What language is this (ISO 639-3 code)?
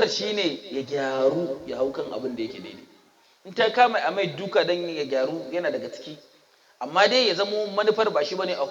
hau